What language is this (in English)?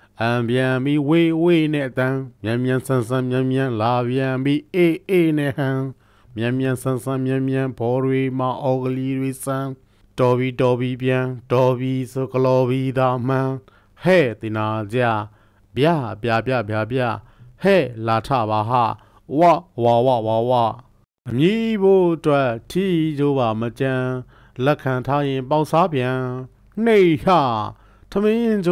Burmese